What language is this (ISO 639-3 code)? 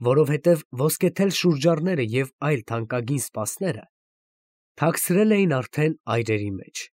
hye